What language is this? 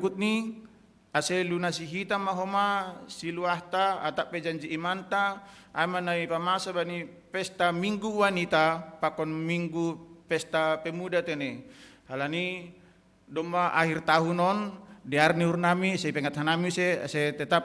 Batak Simalungun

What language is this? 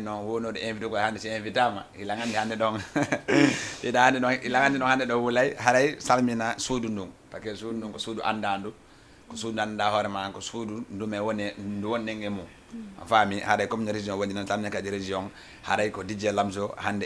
Fula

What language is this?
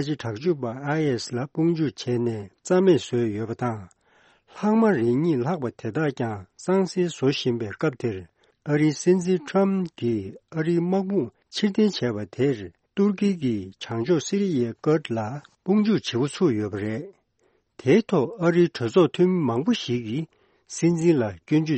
Tibetan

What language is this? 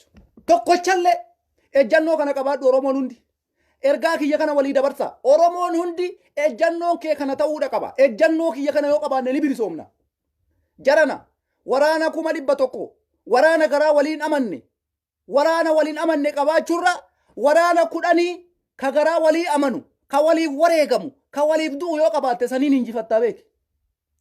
Oromo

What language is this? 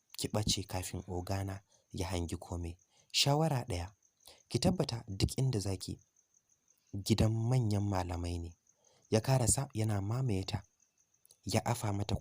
Hausa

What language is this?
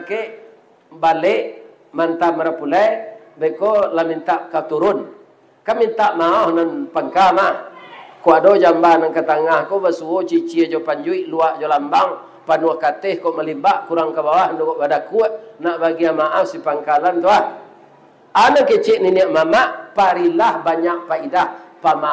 Minangkabau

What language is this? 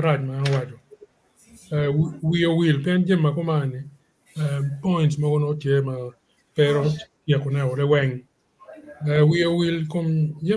Acoli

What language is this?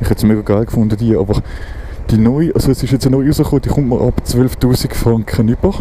Swiss German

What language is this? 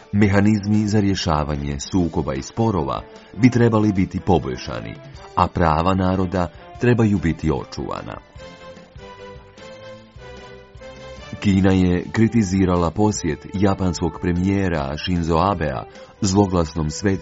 Croatian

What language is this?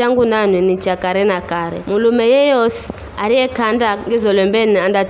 Giryama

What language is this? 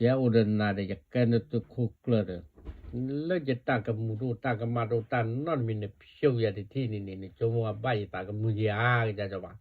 S'gaw Karen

